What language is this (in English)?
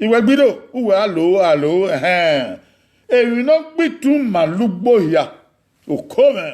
Bini